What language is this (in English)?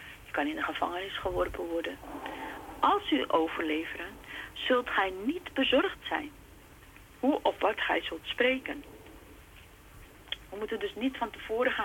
Dutch